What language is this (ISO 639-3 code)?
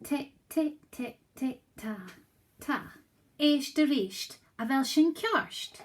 gle